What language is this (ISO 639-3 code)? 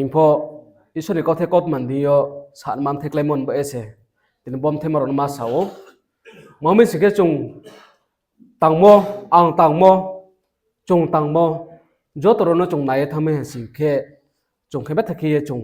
ria